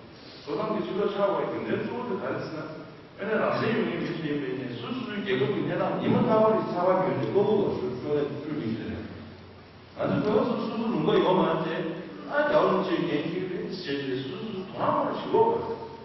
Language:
Tibetan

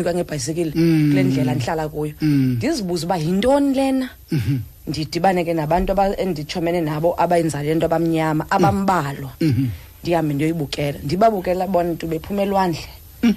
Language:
Xhosa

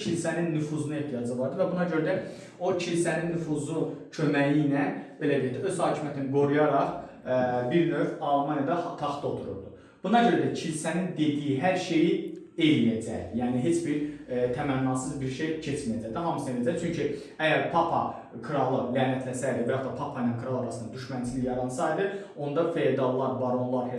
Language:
Azerbaijani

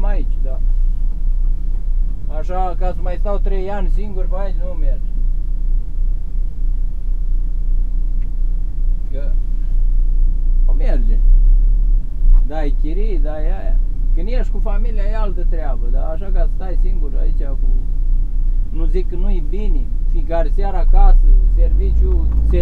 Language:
Romanian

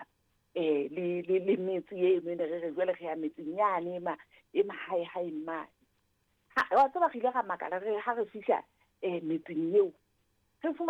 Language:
Southern Sotho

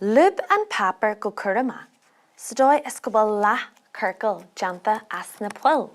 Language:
Irish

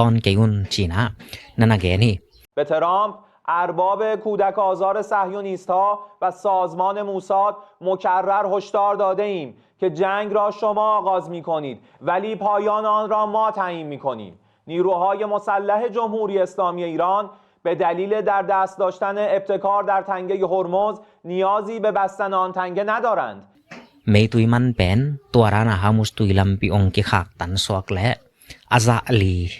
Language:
Tedim Chin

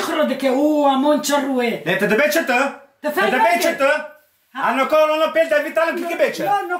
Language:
Kurdish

